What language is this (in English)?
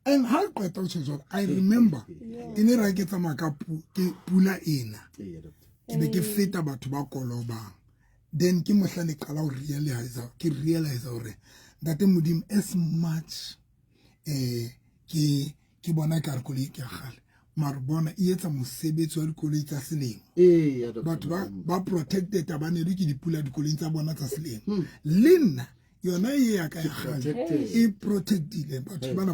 Southern Sotho